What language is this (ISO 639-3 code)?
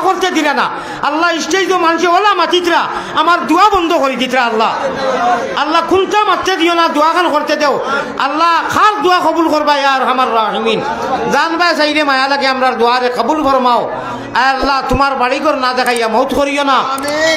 syl